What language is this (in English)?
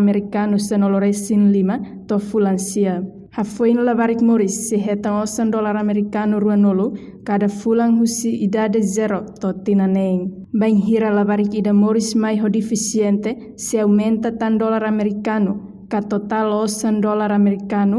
Tetum